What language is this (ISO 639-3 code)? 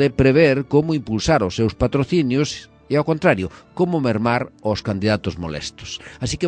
glg